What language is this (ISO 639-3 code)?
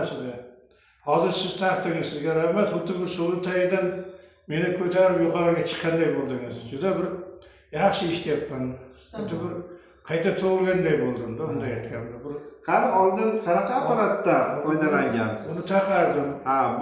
uzb